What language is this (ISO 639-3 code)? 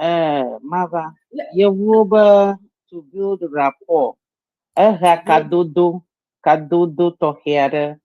ewe